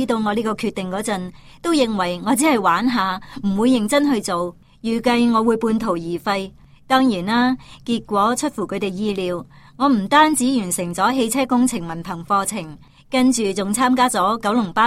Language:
Cantonese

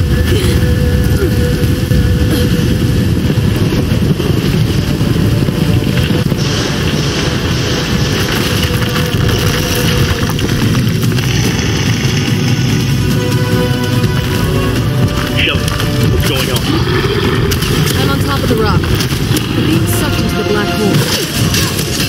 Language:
English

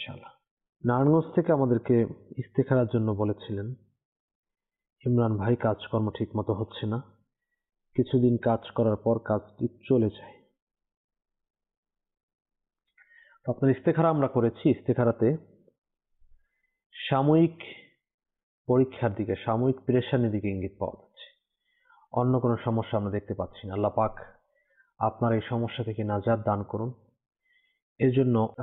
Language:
Bangla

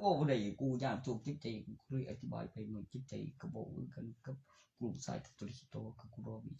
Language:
Northeastern Thai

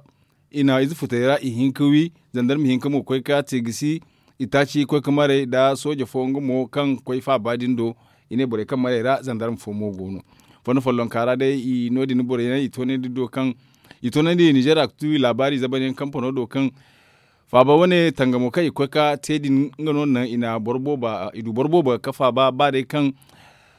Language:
Zarma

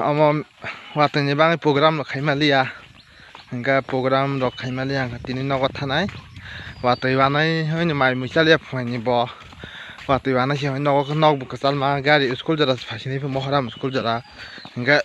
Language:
Kok Borok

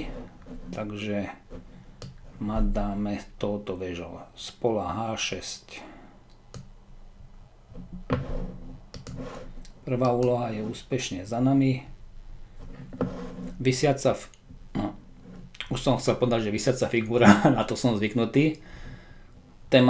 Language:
Slovak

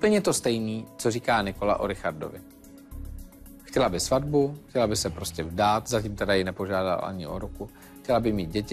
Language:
Czech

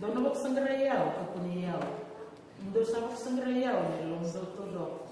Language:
Fijian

